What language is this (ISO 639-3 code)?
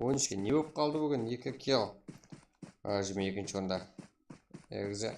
kaa